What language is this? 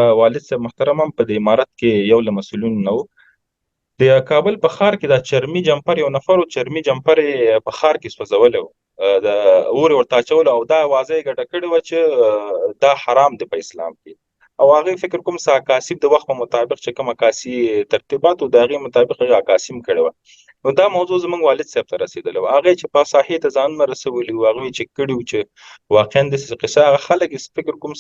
Pashto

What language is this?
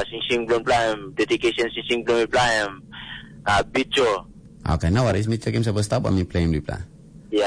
Tok Pisin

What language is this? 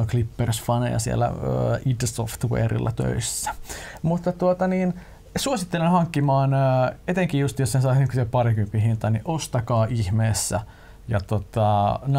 Finnish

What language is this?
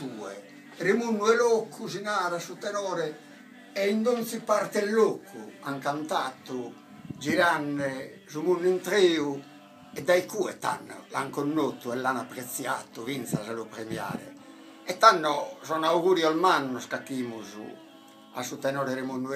Sardinian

